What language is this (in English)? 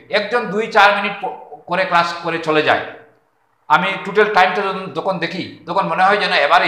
Bangla